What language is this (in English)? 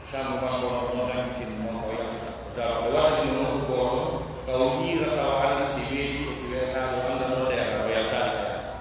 Pular